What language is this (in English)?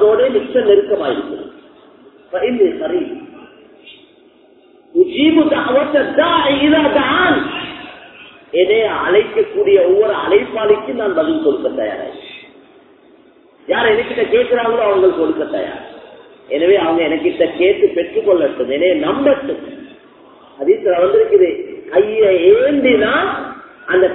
Tamil